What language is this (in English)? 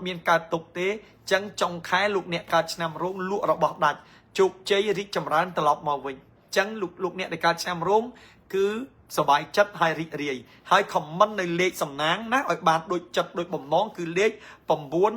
Khmer